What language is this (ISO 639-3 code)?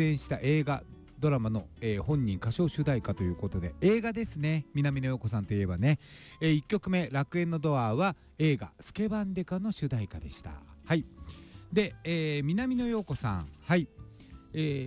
jpn